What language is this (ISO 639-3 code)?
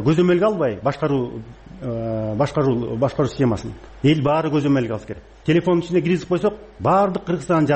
kir